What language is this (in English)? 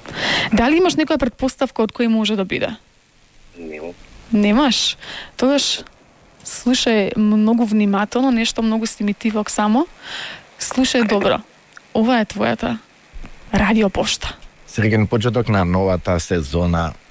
Macedonian